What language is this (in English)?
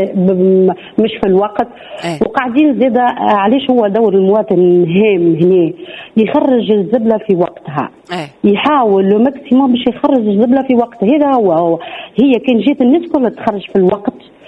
Tunisian Arabic